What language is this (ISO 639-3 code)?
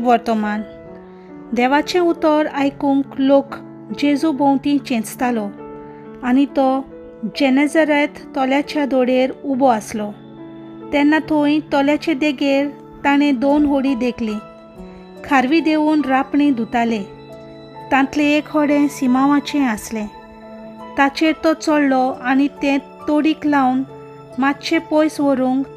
kok